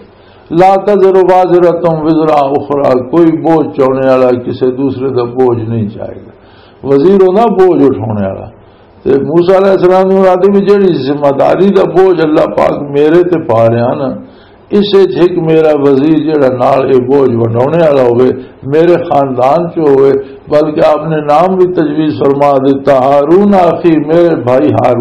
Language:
Western Panjabi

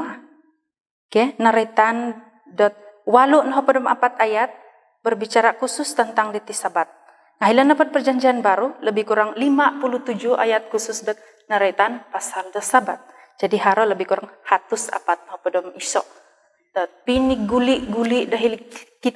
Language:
Central Dusun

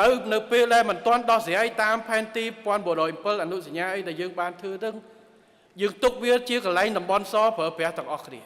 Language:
Khmer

